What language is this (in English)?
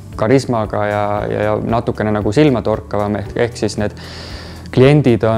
Estonian